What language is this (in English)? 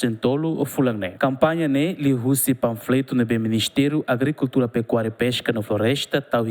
Tetum